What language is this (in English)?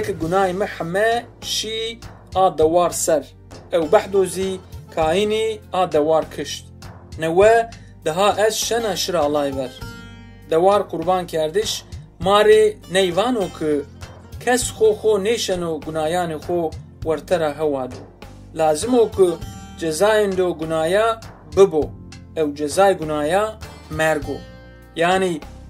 Zaza